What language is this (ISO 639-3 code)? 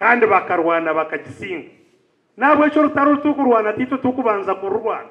nyn